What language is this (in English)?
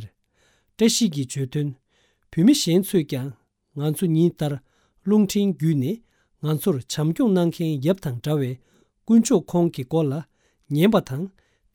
Tibetan